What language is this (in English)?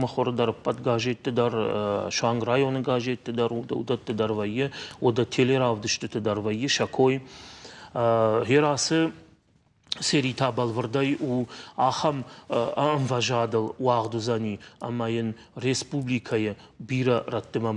Ossetic